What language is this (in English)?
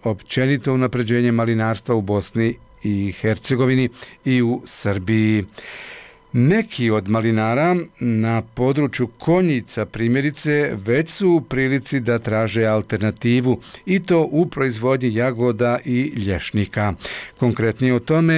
Bosnian